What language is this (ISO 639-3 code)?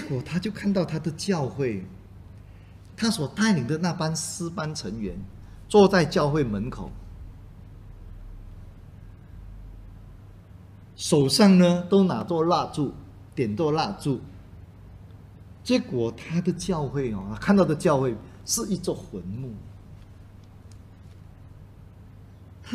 zho